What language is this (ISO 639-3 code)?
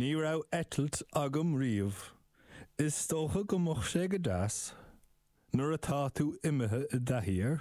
gle